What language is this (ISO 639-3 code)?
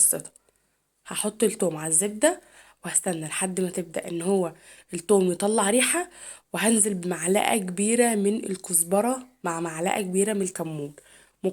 arz